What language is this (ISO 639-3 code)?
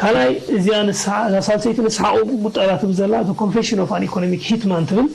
tir